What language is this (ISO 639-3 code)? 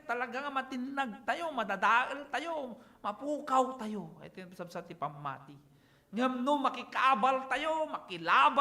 ilo